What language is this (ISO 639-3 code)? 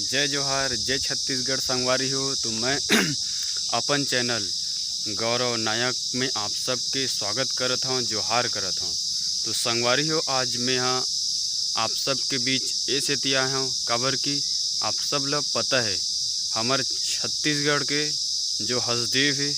hne